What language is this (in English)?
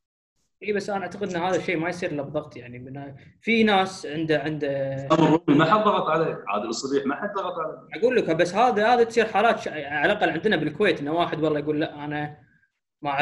Gulf Arabic